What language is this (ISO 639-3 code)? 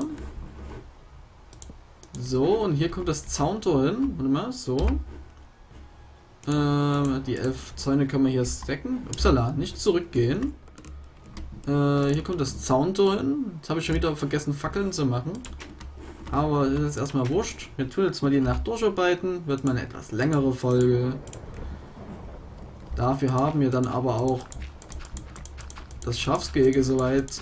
deu